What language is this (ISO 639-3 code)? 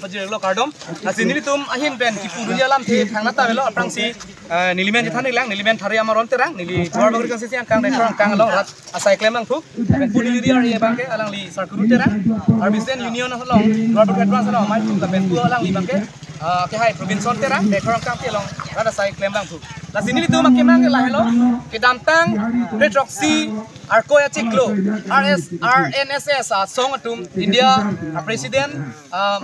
mjw